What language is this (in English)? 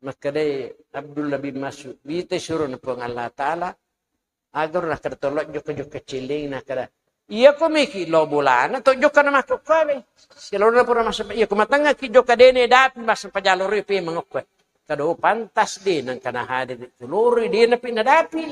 Buginese